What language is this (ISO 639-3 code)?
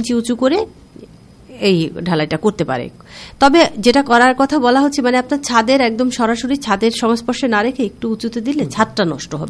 ben